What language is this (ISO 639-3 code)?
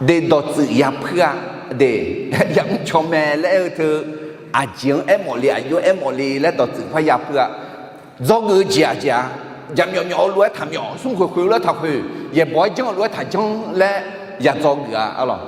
ahk